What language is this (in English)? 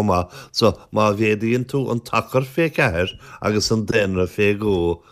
Irish